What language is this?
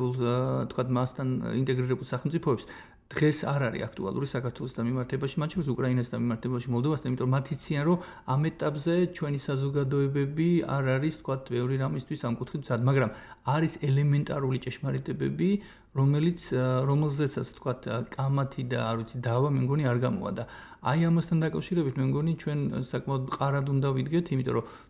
Georgian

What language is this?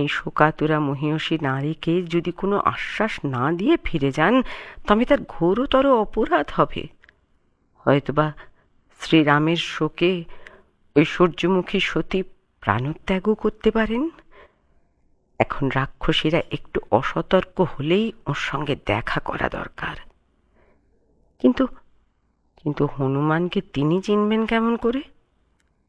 Bangla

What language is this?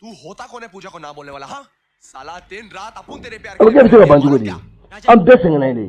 Bambara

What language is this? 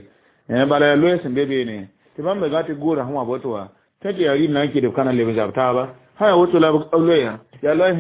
Mossi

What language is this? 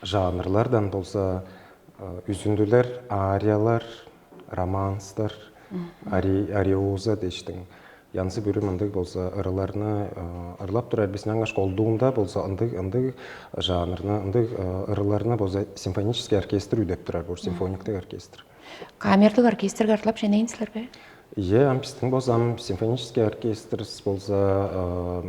Tuvinian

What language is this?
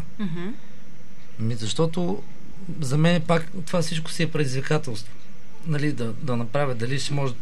Bulgarian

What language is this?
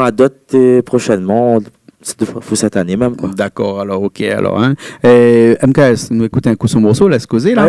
Réunion Creole French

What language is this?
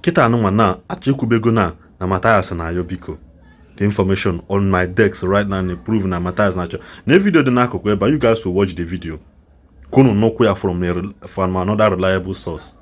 Igbo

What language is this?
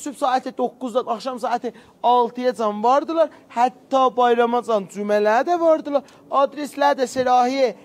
South Azerbaijani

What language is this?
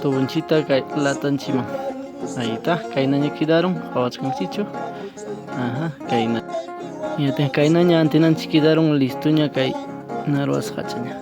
Ayacucho Quechua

